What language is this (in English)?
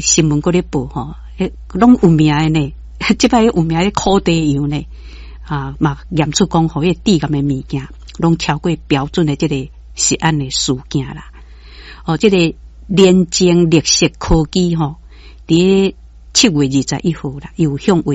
Min Nan Chinese